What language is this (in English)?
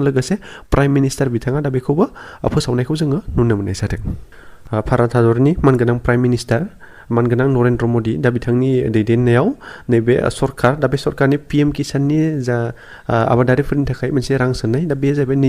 Bodo